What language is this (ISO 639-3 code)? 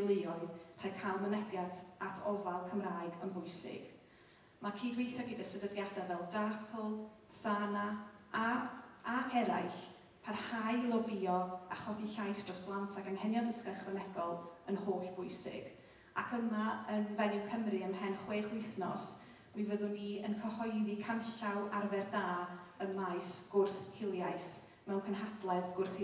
cym